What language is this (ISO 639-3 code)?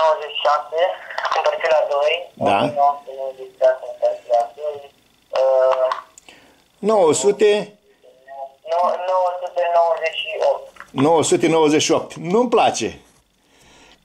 ron